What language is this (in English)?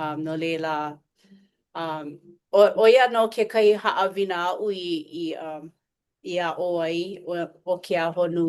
Hawaiian